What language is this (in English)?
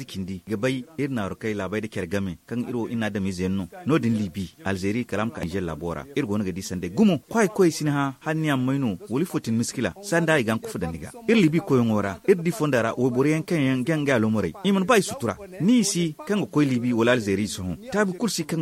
Zarma